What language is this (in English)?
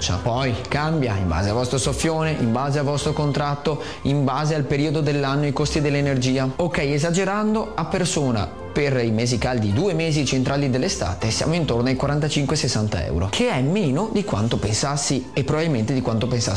Italian